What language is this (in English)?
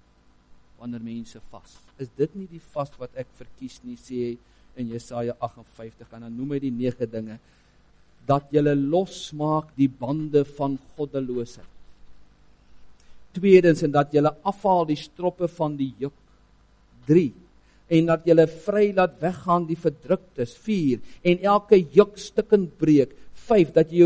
Afrikaans